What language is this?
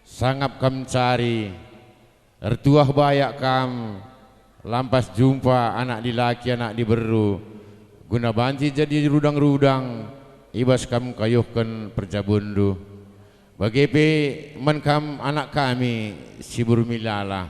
Batak Karo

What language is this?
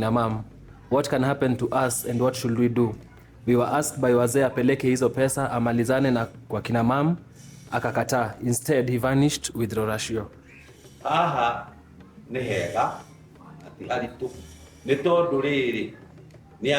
Kikuyu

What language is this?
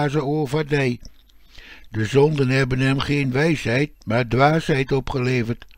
Dutch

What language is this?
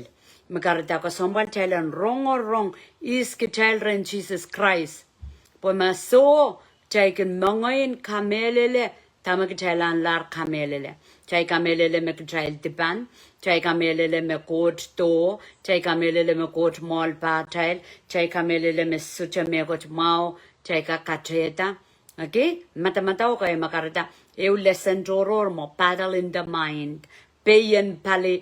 Pohnpeian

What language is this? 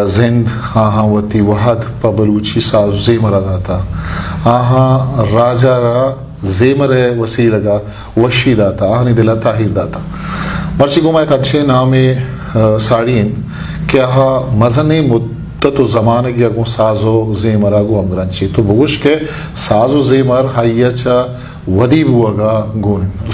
Eastern Balochi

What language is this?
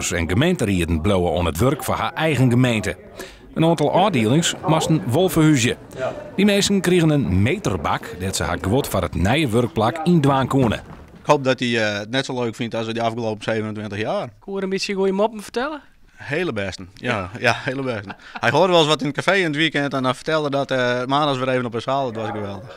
Western Frisian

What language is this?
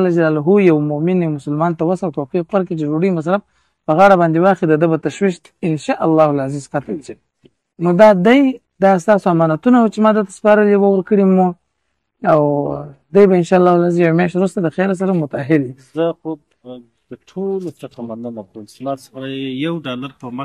Pashto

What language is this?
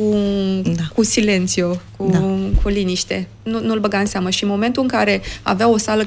Romanian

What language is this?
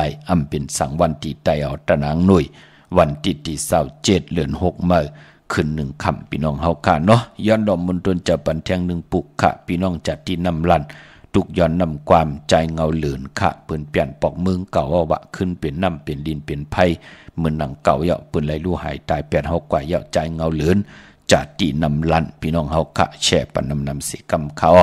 Shan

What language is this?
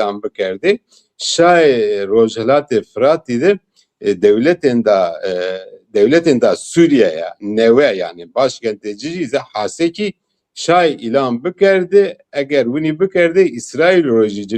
Zaza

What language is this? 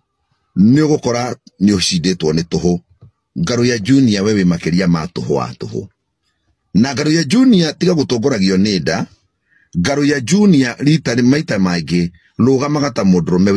Kikuyu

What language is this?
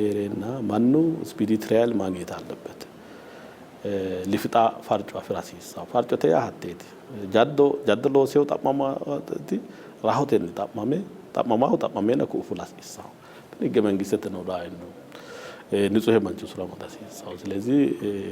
Sidamo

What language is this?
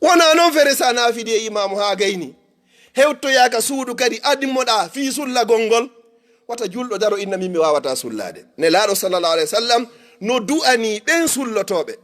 Fula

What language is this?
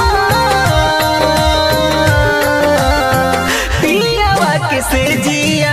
Bhojpuri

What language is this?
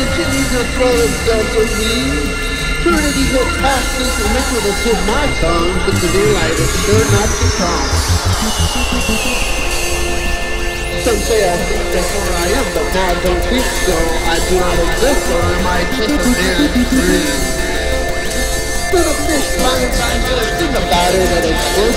English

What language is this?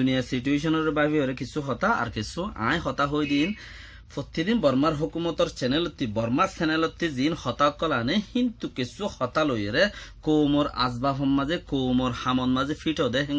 Rohingya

